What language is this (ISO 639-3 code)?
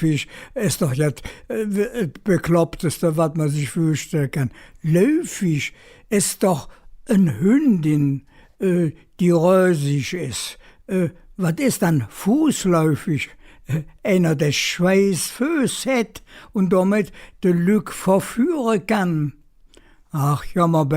ksh